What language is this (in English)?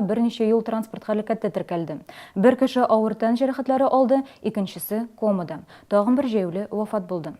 Tatar